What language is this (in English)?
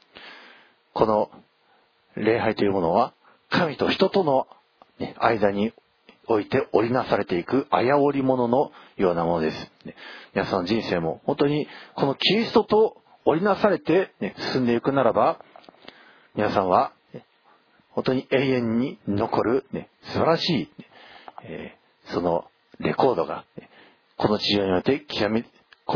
Japanese